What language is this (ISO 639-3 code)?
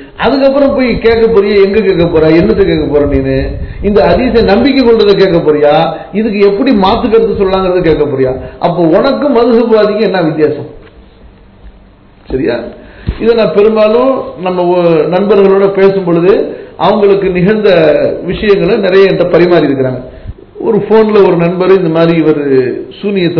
tam